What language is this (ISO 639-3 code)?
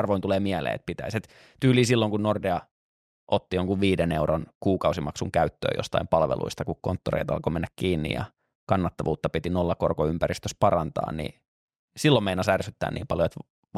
fin